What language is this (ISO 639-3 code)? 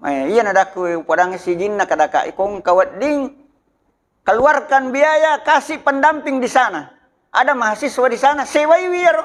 bug